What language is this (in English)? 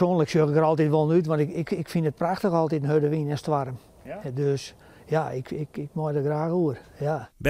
Western Frisian